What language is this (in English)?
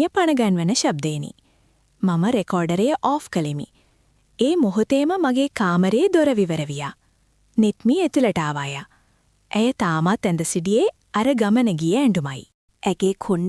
Sinhala